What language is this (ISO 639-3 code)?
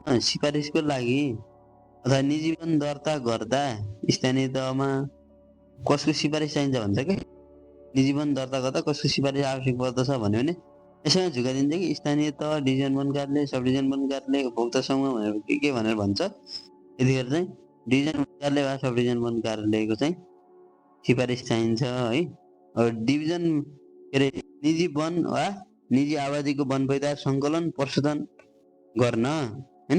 nep